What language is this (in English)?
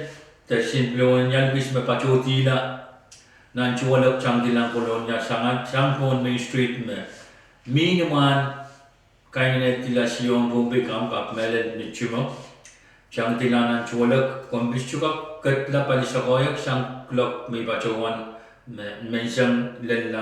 Pohnpeian